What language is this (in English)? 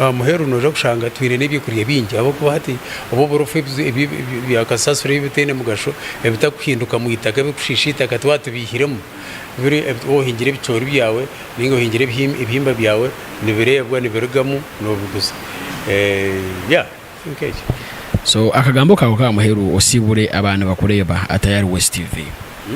Nyankole